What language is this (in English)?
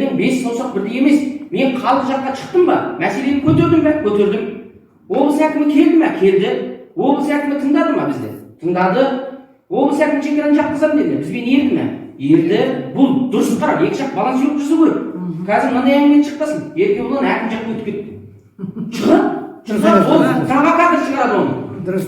Kazakh